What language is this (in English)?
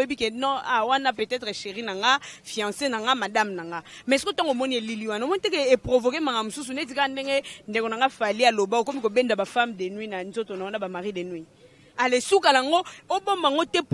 Lingala